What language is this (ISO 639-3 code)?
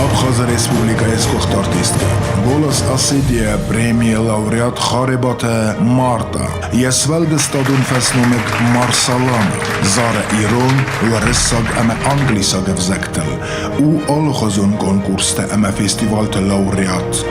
oss